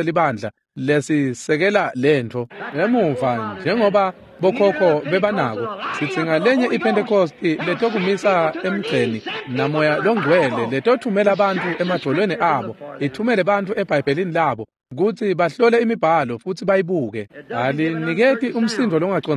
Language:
Swati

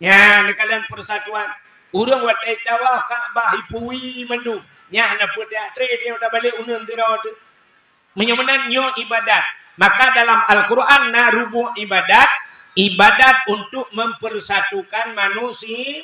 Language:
Achinese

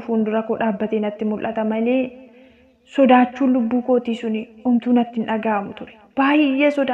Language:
Oromo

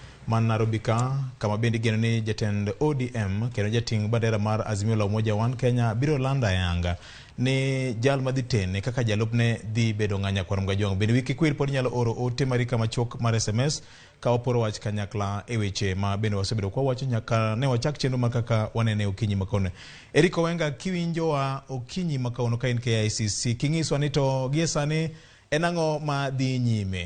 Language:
Luo (Kenya and Tanzania)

